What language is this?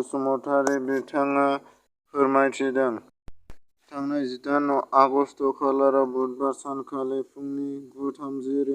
Bodo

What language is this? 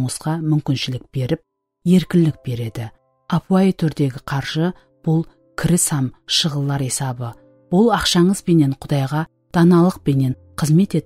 Kara-Kalpak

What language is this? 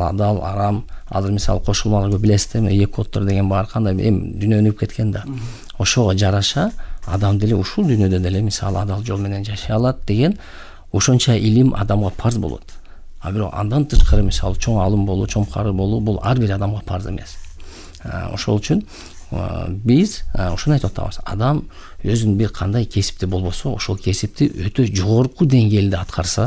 Kyrgyz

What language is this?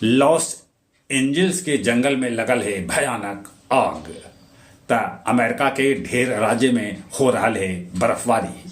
Magahi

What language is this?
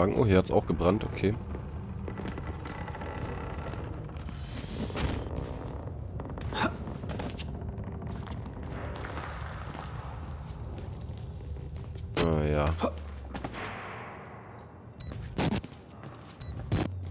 German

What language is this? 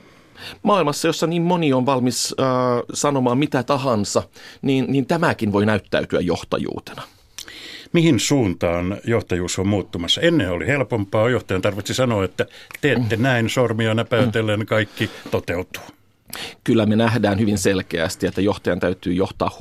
Finnish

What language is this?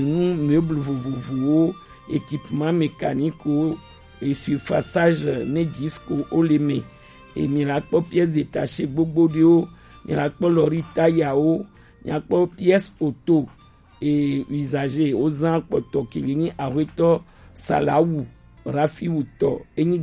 Gen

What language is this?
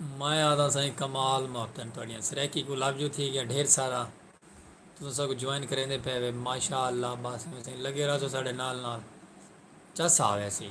Saraiki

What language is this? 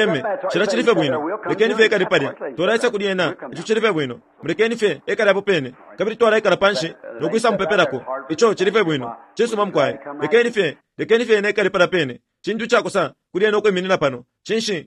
Bemba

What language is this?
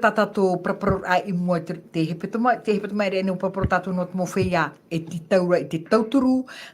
Tahitian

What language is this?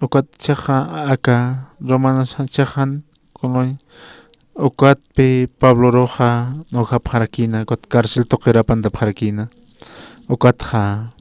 Aymara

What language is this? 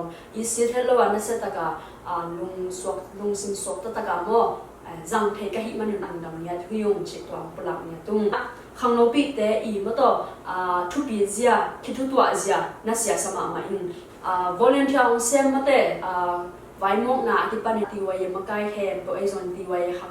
Tedim Chin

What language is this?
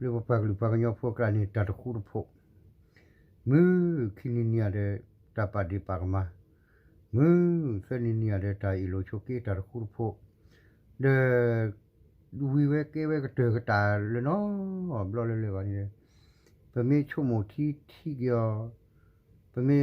S'gaw Karen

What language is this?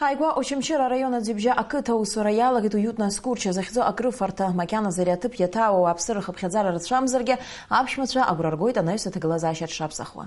Abkhazian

